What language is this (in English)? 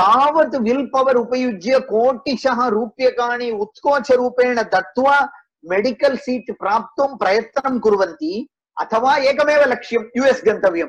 Sanskrit